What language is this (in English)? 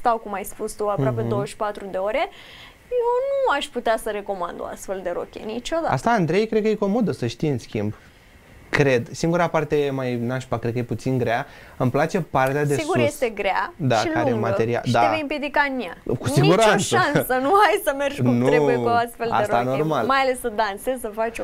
Romanian